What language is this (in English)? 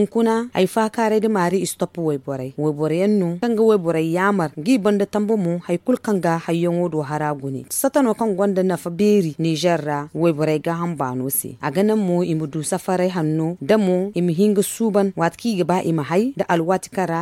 Zarma